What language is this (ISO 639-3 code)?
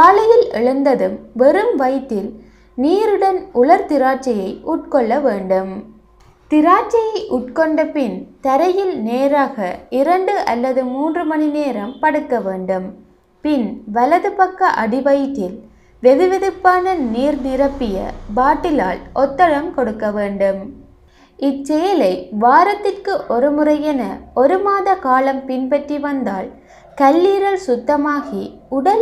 tam